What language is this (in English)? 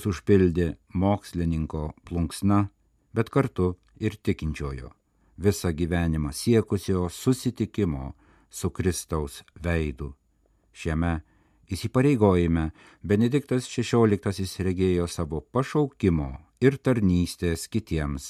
Lithuanian